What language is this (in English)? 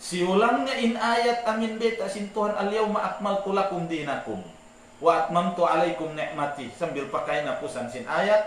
Tausug